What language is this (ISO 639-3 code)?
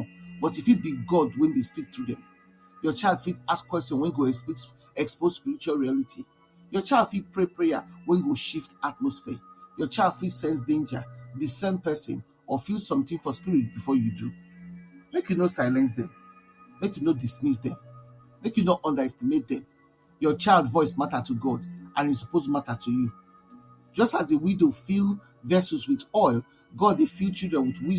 pcm